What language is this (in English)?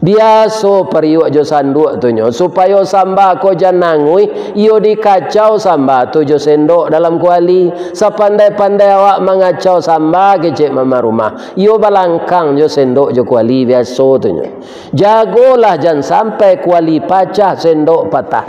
Minangkabau